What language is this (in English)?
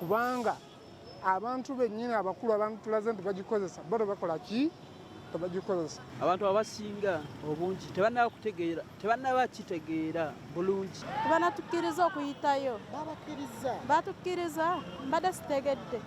Ganda